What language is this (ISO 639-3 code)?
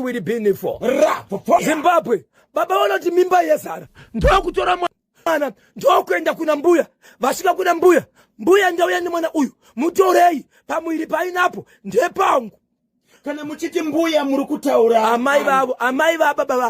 sna